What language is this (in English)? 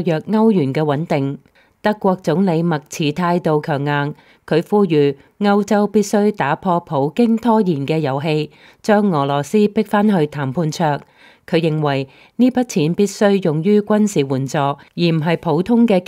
Cantonese